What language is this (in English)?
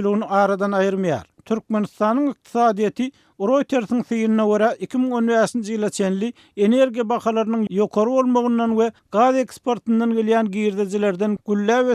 Turkmen